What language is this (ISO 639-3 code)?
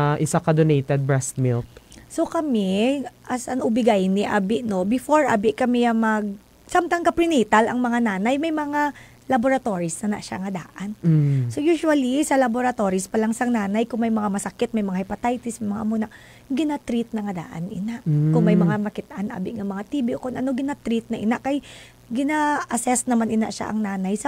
hil